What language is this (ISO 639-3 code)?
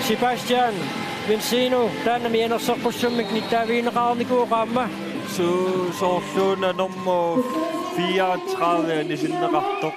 kal